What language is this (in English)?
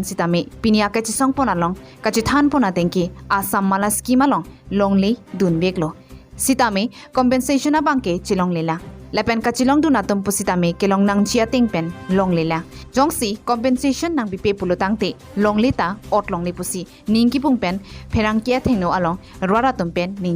Karbi